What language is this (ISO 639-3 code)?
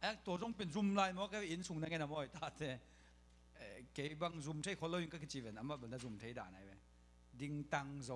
ctd